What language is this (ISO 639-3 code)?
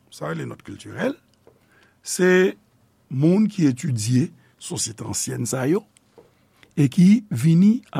hat